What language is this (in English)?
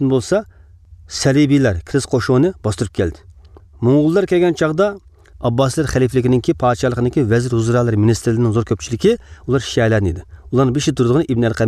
Uyghur